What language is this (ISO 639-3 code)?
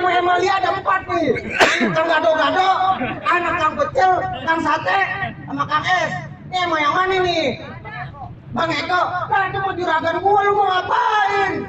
bew